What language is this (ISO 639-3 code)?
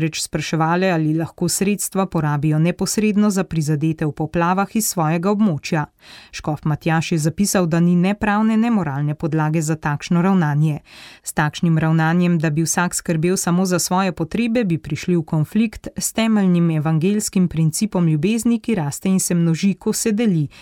slv